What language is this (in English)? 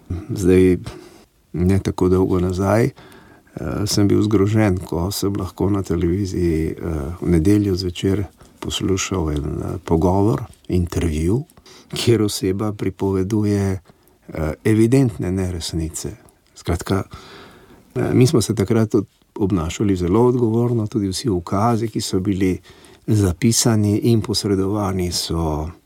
Slovenian